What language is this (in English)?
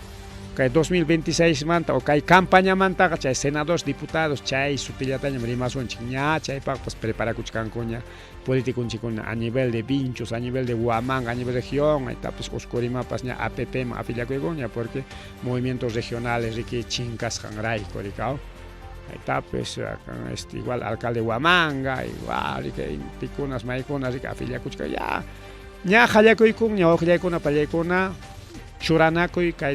Ayacucho Quechua